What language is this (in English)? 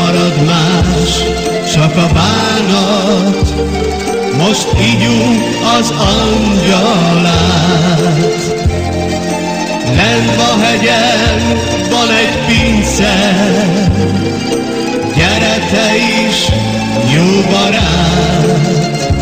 Hungarian